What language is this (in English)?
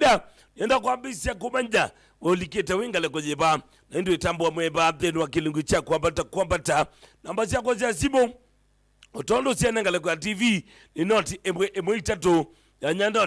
Kamba